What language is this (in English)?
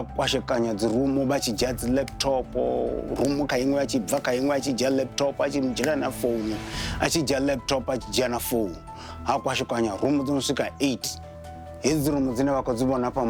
Venda